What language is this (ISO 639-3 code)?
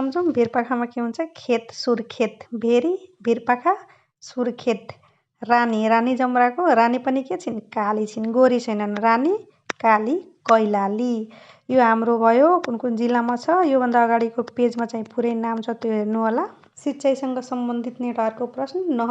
nep